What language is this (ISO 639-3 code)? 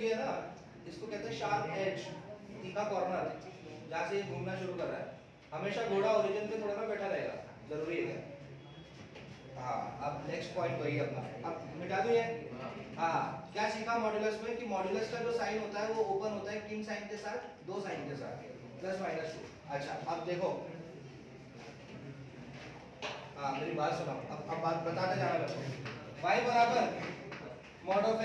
hin